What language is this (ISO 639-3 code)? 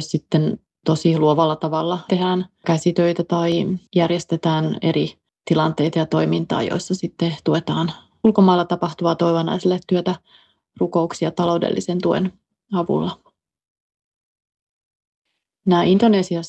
fin